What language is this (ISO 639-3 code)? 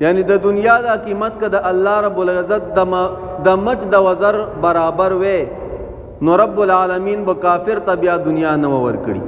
pus